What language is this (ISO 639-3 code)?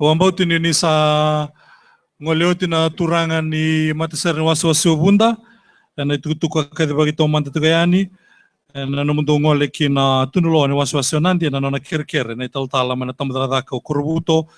fij